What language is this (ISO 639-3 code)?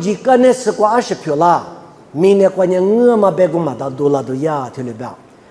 lis